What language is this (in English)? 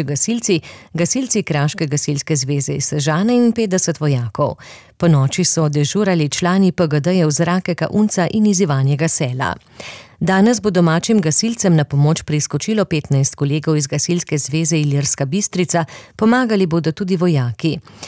Slovenian